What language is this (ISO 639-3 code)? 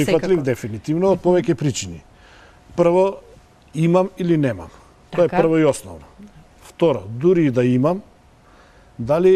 mkd